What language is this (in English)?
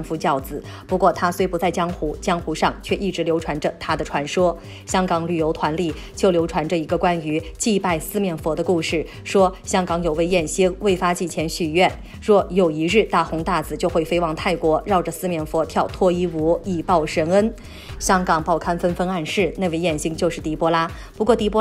Chinese